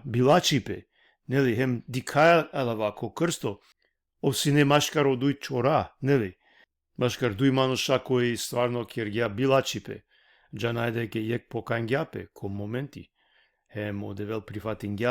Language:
Balkan Romani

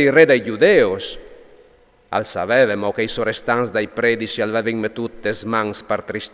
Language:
Friulian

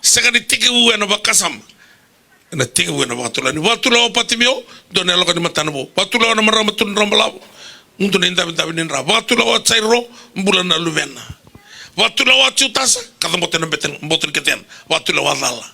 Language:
Fijian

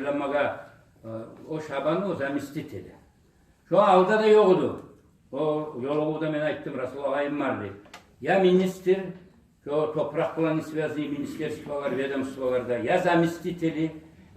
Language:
Kumyk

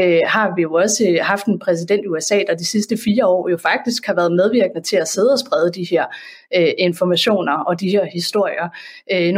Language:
Danish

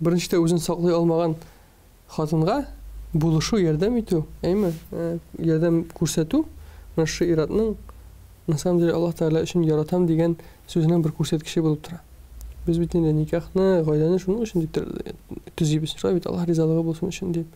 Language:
Tatar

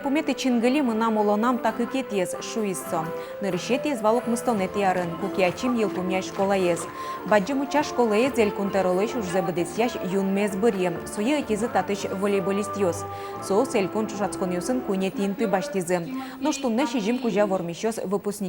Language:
Udmurt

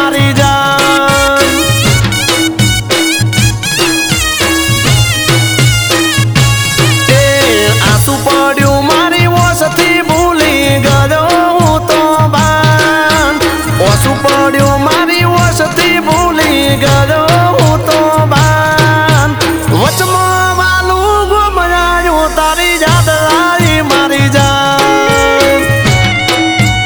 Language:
Gujarati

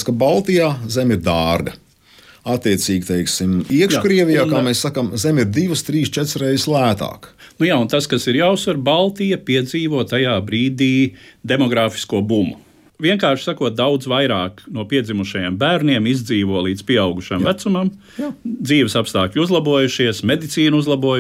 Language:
Latvian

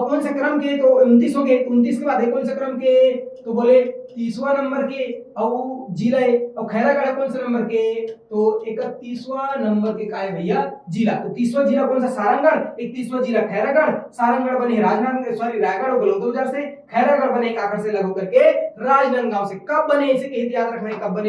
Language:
Chhattisgarhi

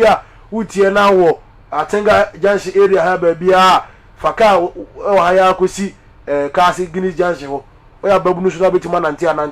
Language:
Akan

